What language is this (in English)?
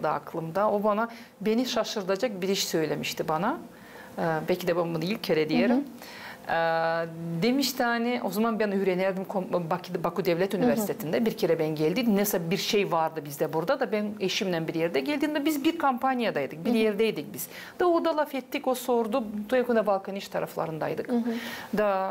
Gagauz